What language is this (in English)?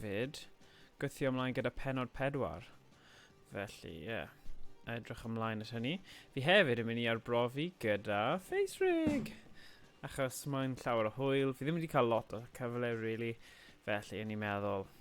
Welsh